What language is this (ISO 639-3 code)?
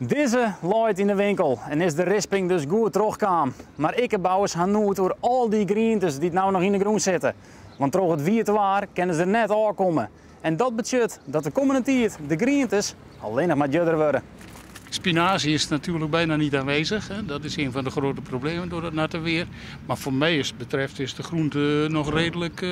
fry